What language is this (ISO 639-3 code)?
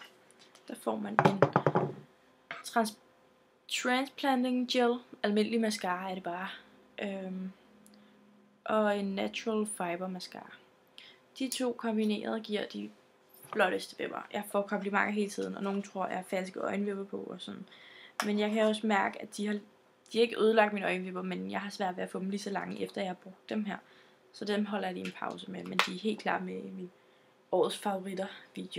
dan